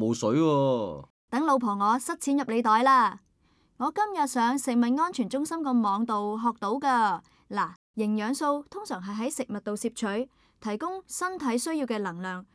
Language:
Cantonese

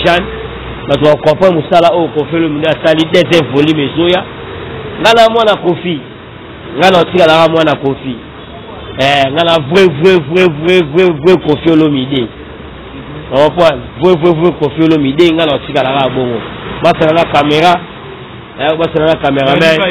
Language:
Lingala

